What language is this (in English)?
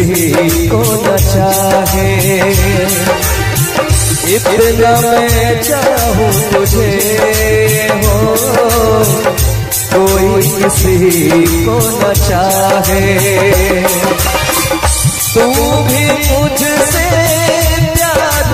Hindi